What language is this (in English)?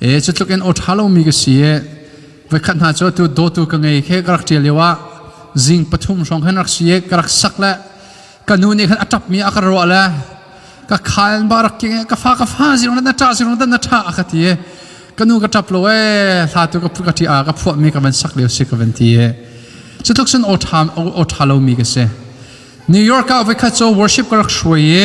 Hakha Chin